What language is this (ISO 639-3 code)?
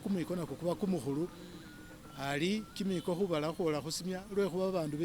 myx